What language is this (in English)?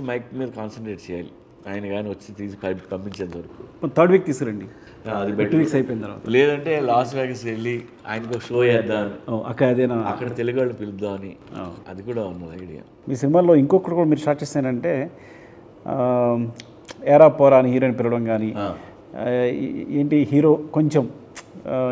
Telugu